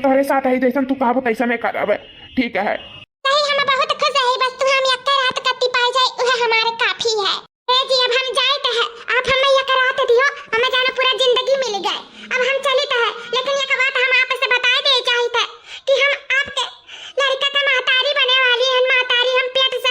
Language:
Awadhi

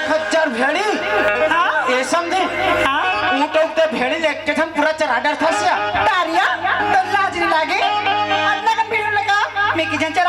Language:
Chhattisgarhi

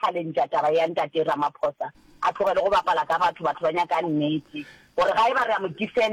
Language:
Northern Sotho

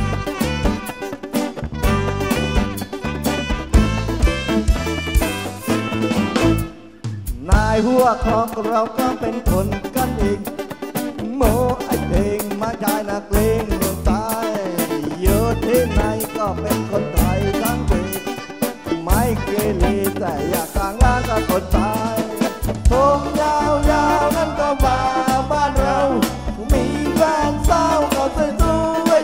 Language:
Thai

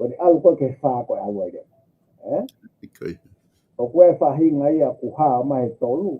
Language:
Tongan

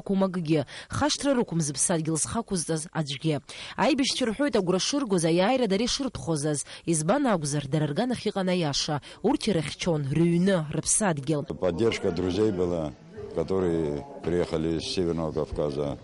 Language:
Abkhazian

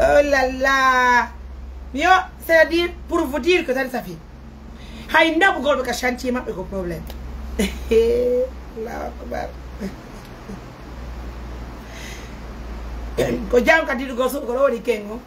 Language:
Fula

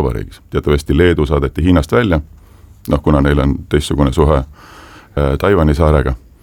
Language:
Estonian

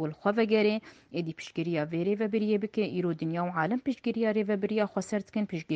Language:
Kurdish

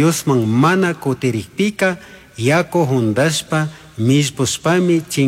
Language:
Chimborazo Highland Quichua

